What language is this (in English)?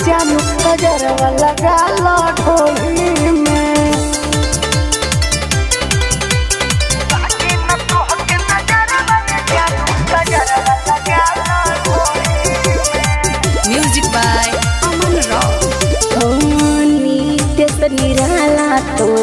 Bhojpuri